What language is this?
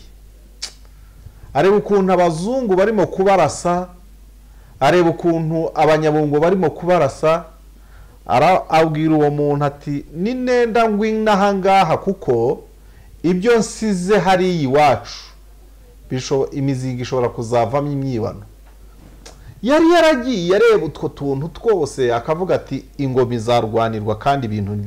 Kinyarwanda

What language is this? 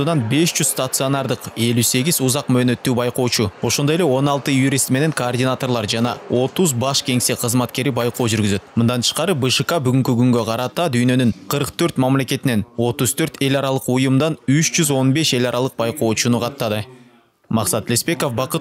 Kyrgyz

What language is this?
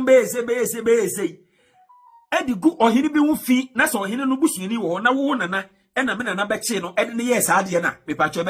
Akan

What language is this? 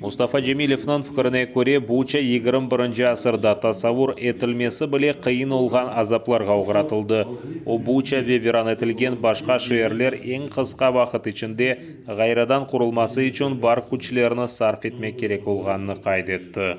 Crimean Tatar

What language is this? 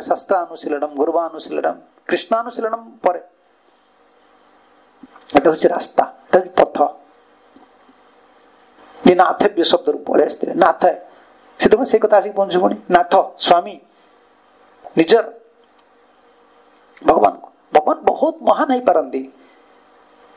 Odia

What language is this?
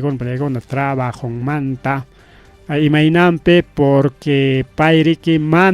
Ayacucho Quechua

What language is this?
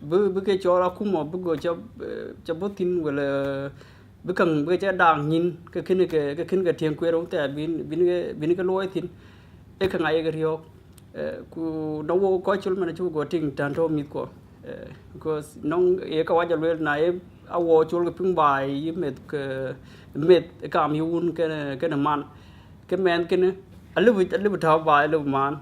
Dinka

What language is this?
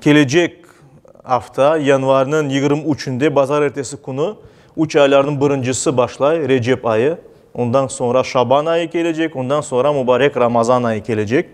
Crimean Tatar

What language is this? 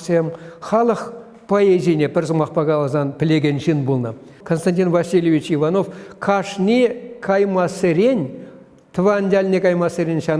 Chuvash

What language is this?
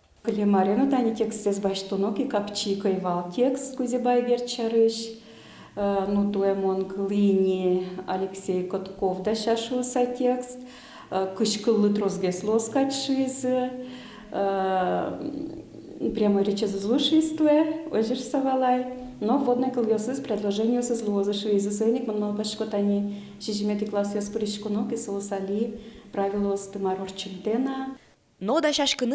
Udmurt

